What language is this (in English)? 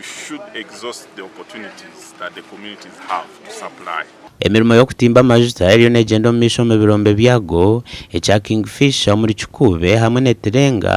Nyankole